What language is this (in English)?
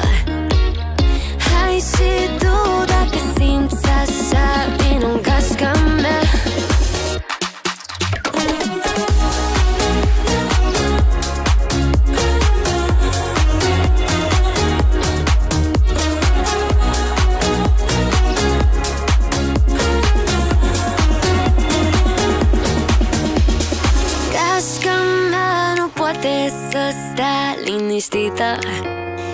Romanian